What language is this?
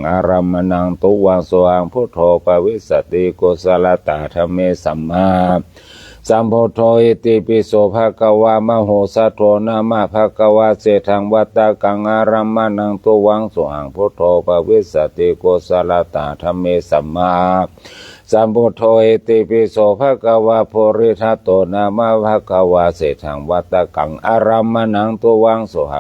Pali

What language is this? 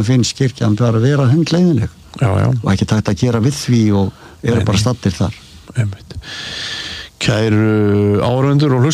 Icelandic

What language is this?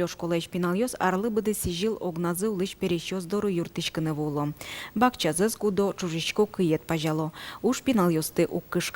Udmurt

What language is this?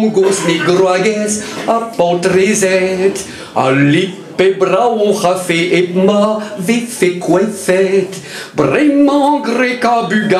Breton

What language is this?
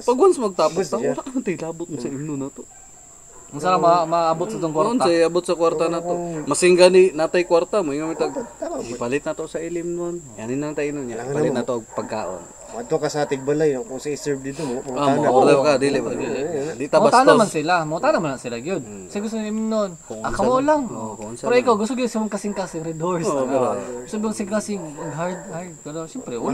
Cebuano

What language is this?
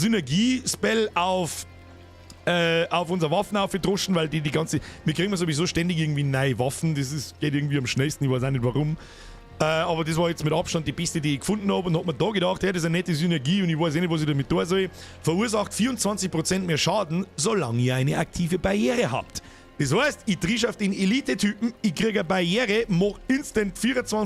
Bavarian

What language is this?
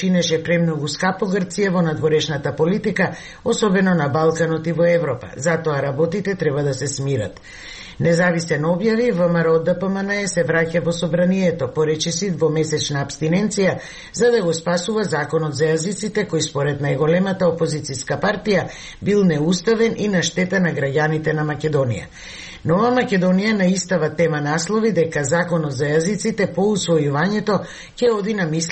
Macedonian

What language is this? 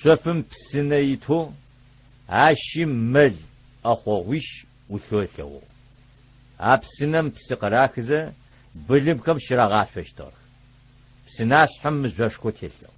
Adyghe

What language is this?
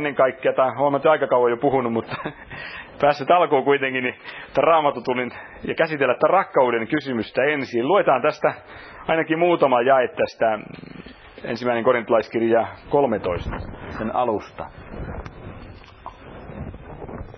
Finnish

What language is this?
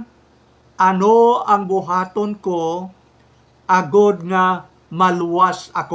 Hiligaynon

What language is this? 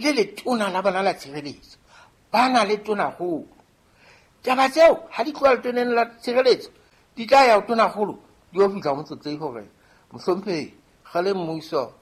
Southern Sotho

